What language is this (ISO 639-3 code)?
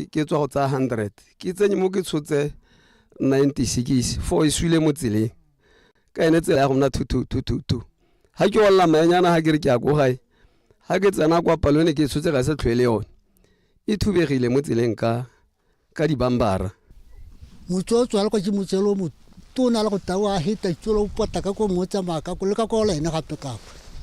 tsn